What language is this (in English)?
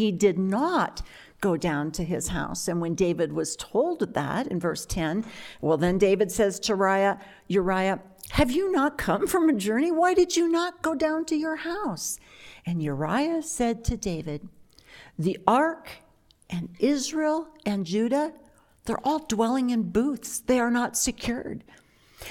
English